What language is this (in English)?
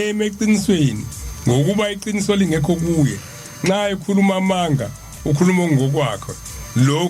Zulu